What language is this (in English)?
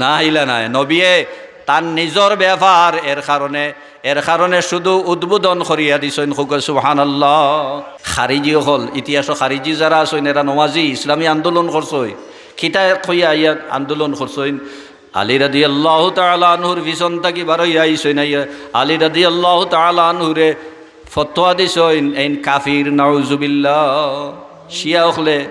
Sylheti